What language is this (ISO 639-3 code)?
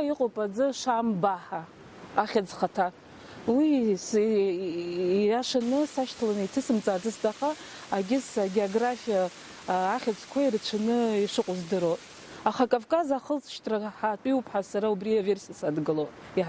abk